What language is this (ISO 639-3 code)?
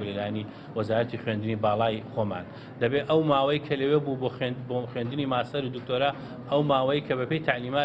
ckb